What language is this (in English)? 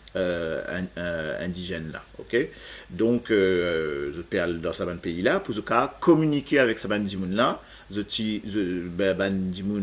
Morisyen